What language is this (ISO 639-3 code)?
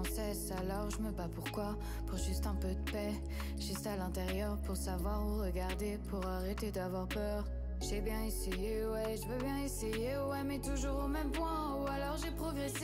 fra